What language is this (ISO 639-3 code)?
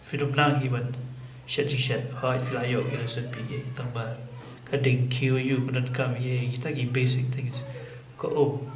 kha